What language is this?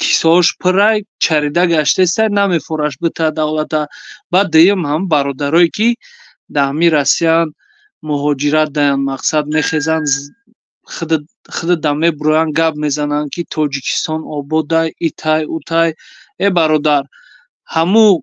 Tajik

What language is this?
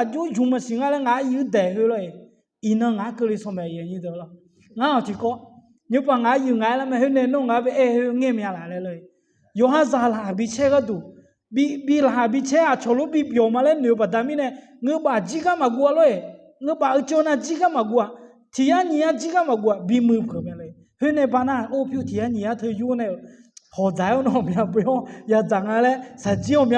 Akha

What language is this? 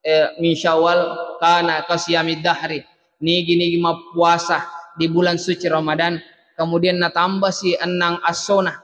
Buginese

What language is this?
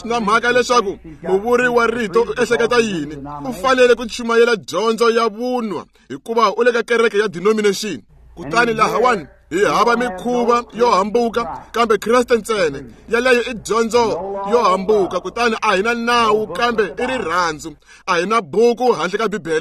Tsonga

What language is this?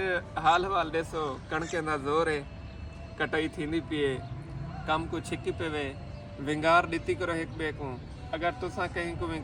Saraiki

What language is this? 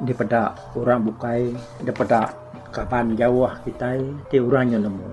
Iban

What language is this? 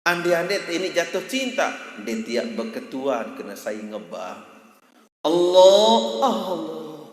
Sasak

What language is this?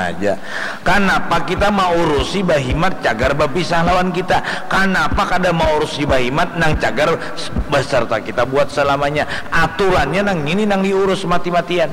Banjar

